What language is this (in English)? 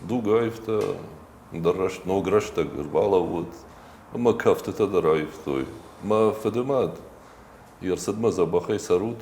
Ossetic